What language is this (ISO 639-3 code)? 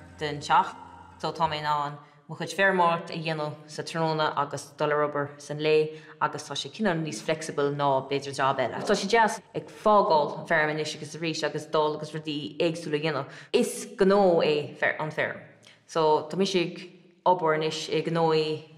gle